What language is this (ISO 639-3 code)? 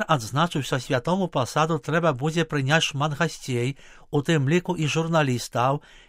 bel